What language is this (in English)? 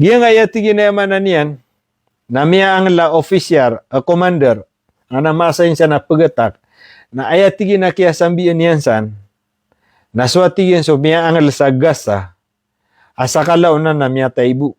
Maranao